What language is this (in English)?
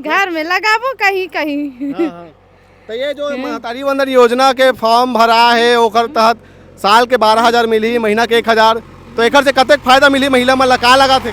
Chhattisgarhi